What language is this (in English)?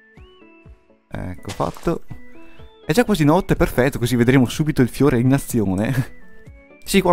Italian